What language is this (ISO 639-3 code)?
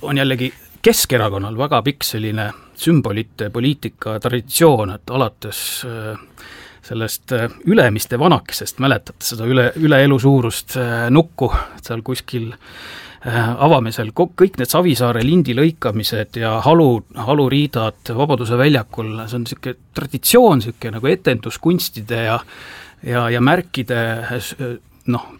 est